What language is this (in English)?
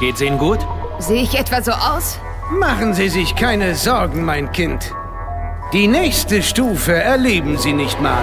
Bavarian